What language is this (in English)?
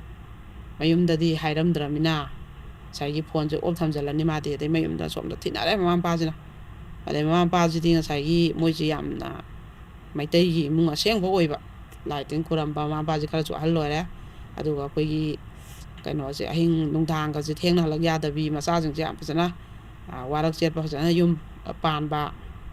Manipuri